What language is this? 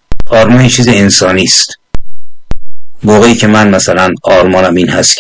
Persian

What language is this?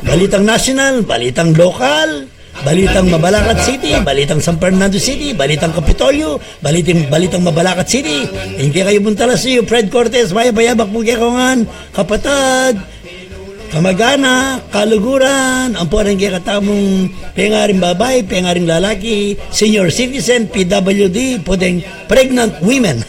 Pampanga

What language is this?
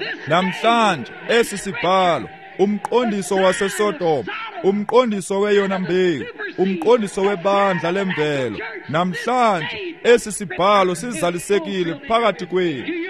Xhosa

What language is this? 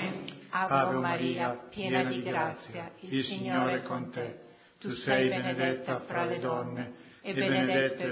Italian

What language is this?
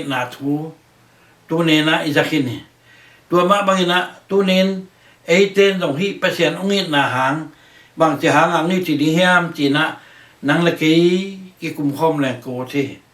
Tedim Chin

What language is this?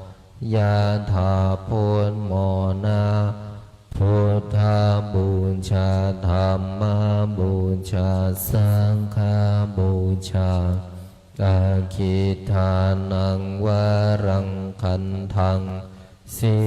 Pali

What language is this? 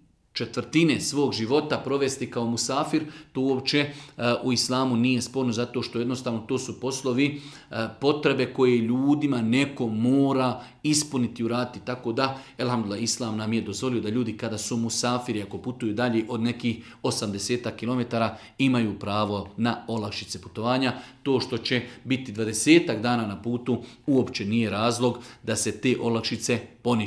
Bosnian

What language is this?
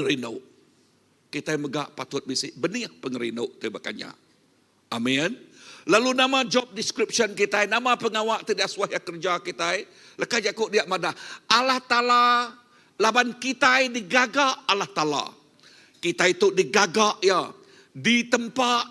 Iban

